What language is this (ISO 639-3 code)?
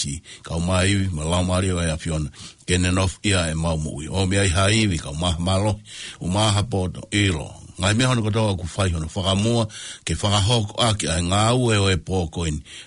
ton